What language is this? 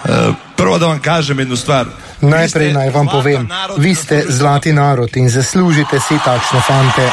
Slovenian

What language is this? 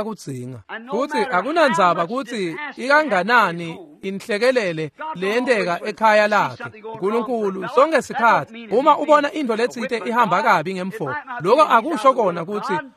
Swati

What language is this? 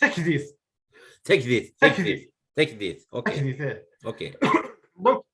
Kabyle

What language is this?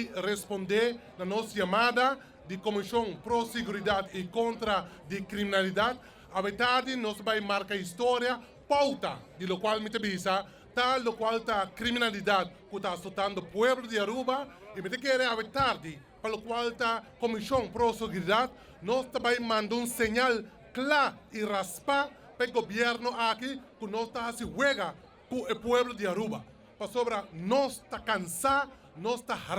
Papiamento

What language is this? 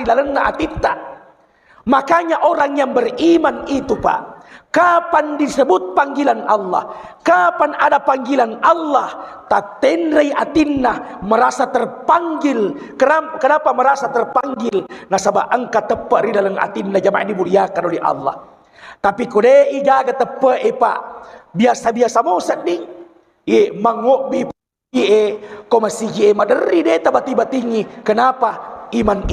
Buginese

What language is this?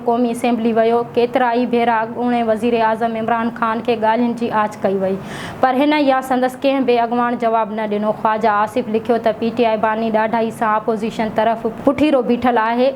Sindhi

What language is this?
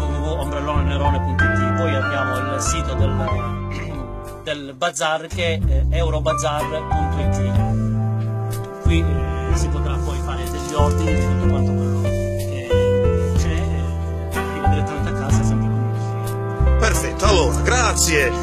Italian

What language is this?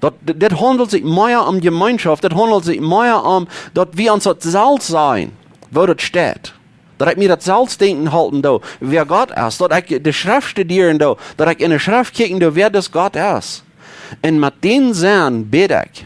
Plautdietsch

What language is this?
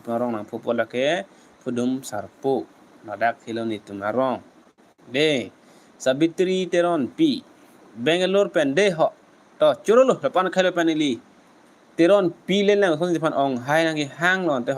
Karbi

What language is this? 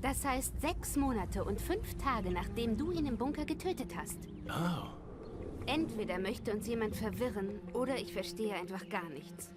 Bavarian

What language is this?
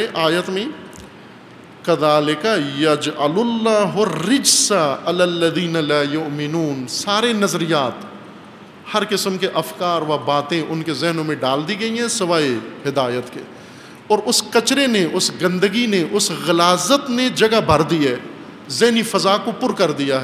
Urdu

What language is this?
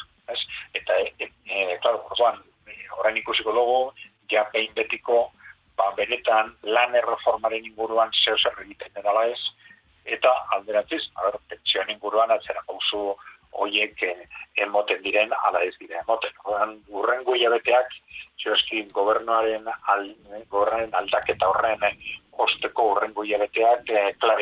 Basque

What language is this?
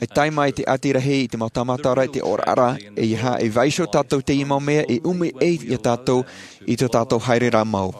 Tahitian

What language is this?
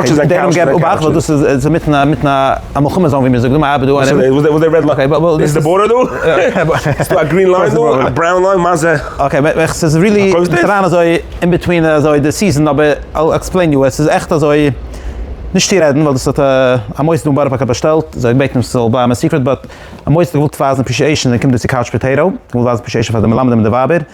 Yiddish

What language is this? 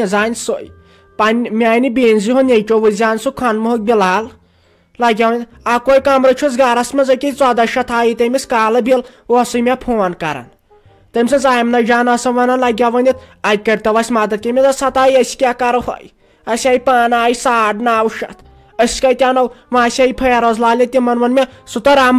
Kashmiri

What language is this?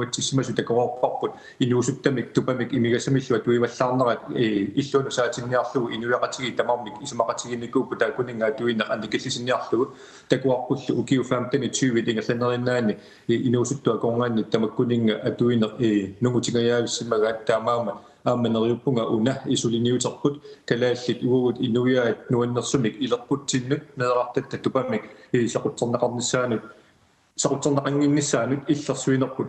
Kalaallisut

